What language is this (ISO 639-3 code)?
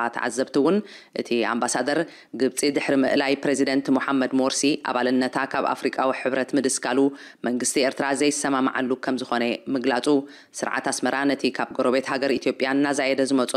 tir